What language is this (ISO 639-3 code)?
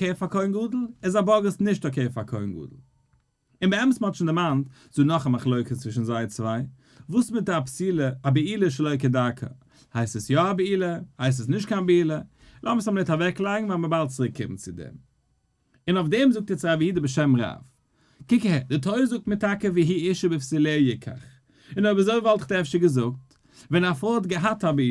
yid